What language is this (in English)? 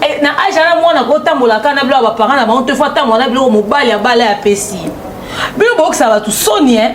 Lingala